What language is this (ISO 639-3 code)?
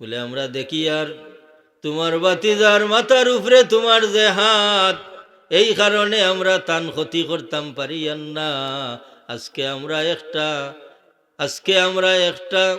syl